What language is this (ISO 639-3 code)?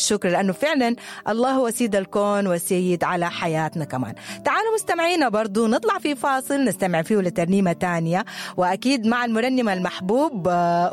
apd